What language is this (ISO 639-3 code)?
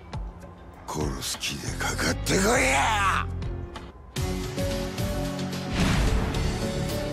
jpn